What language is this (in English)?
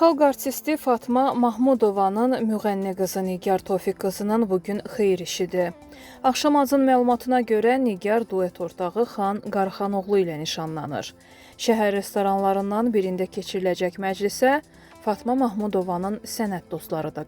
Azerbaijani